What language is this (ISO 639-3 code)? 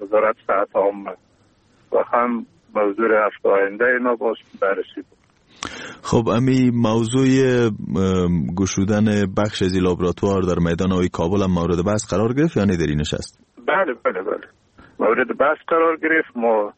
fas